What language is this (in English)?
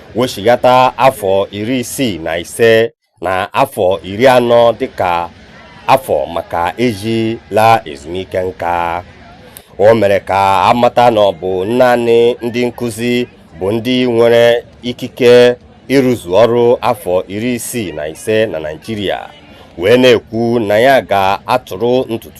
Igbo